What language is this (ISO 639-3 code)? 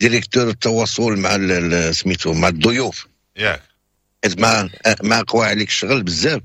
ary